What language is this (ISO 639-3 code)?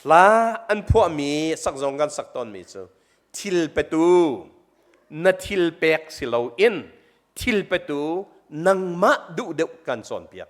cnh